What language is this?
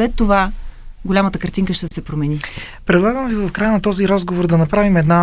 Bulgarian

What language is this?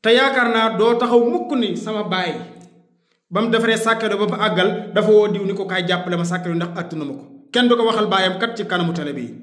Wolof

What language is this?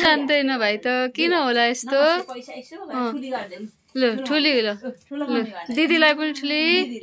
Nepali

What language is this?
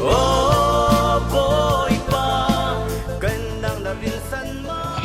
Falam Chin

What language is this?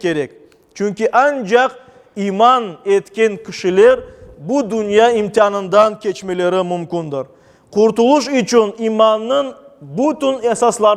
Crimean Tatar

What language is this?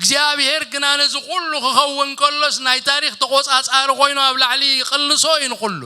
Tigrinya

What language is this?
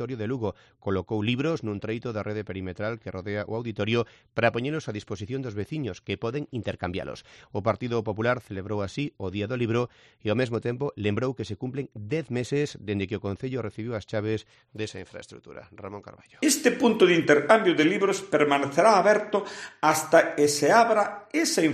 Galician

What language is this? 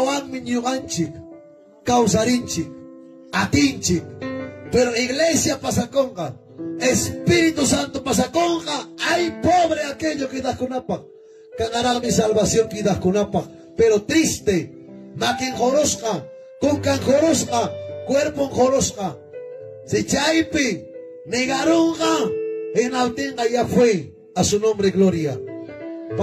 Ayacucho Quechua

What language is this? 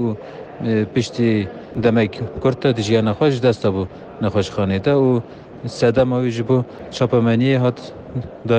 Kurdish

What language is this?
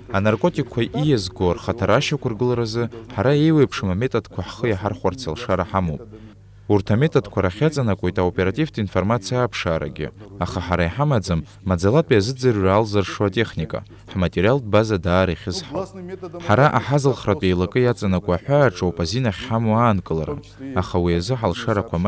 Abkhazian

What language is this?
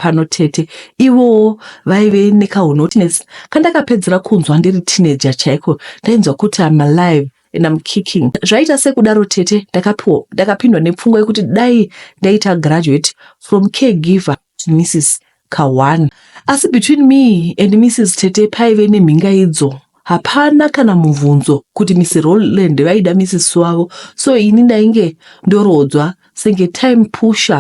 Shona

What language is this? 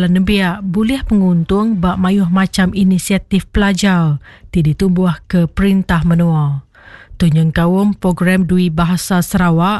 Iban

